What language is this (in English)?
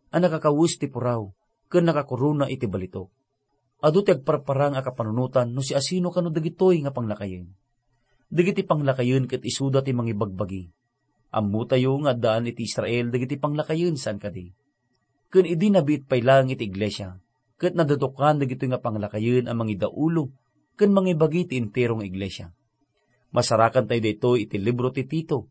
Iloko